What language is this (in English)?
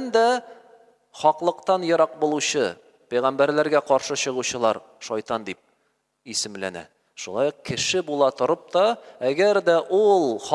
Tatar